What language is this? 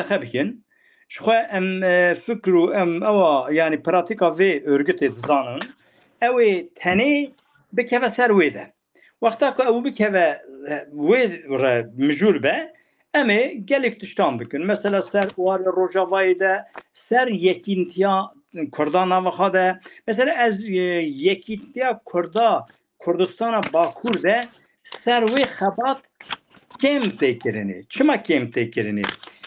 Kurdish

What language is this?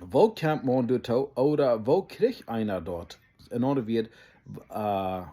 Plautdietsch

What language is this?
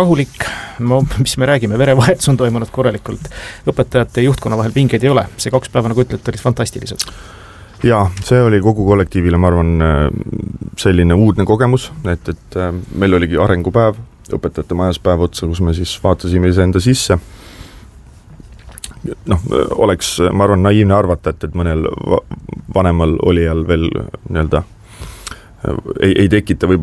Estonian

